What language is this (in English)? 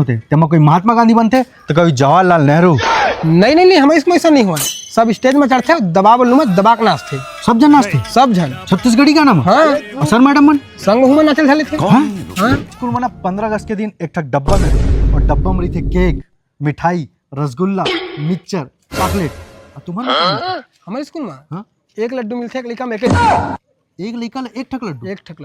Chhattisgarhi